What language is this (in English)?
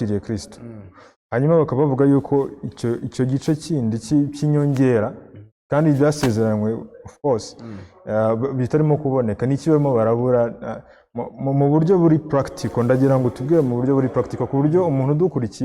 Kinyarwanda